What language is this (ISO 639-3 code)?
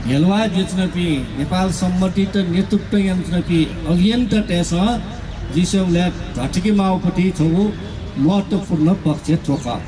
new